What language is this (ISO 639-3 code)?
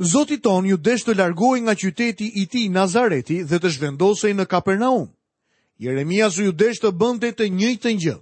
sqi